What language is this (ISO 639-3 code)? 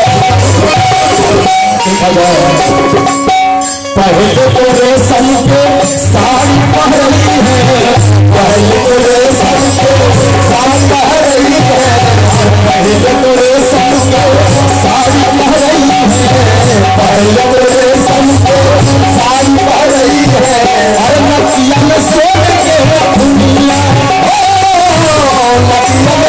bho